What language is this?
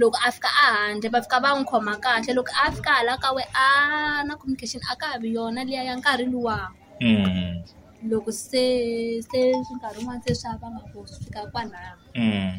Tsonga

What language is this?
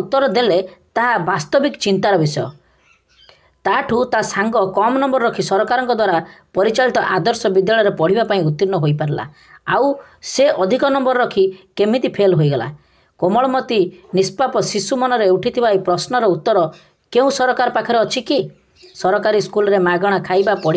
Odia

